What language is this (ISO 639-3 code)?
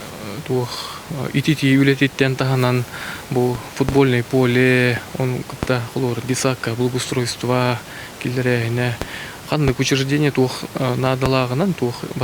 sah